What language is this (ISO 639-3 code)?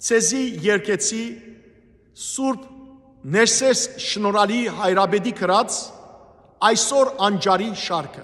hyw